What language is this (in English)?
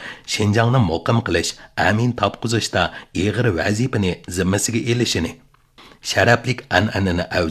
Uyghur